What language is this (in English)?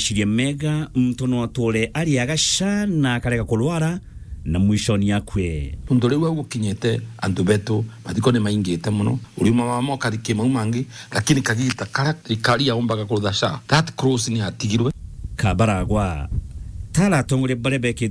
Meru